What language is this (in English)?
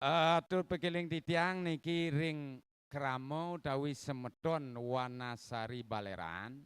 Balinese